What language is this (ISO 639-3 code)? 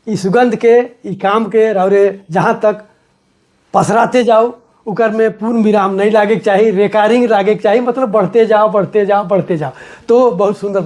sck